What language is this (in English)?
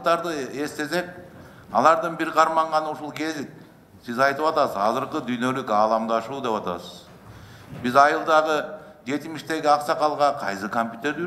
Kyrgyz